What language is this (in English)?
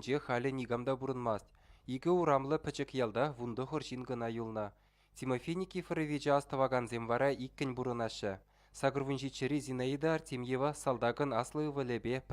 Chuvash